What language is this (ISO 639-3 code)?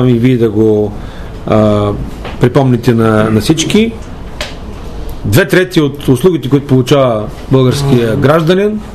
bul